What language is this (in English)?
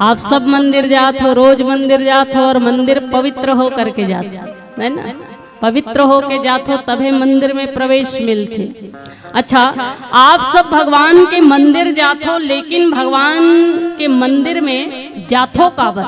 Chhattisgarhi